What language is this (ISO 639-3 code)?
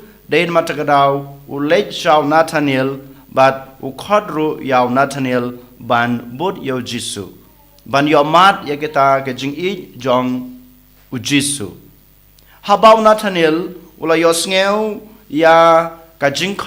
kha